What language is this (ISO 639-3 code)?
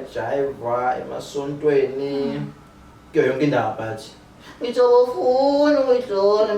zul